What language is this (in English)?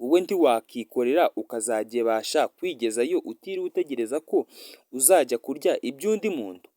Kinyarwanda